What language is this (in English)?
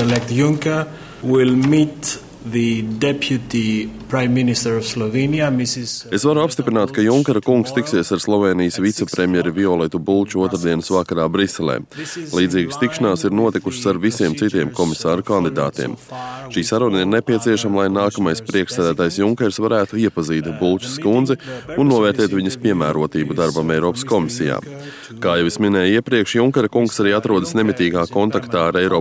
Latvian